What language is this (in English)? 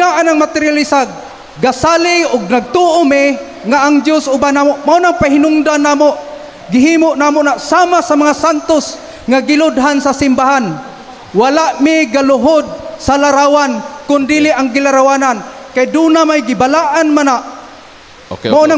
Cebuano